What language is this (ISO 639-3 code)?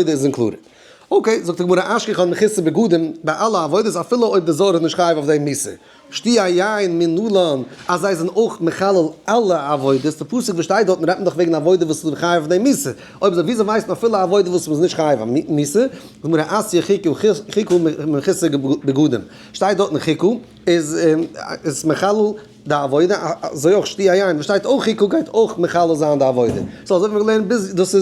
yid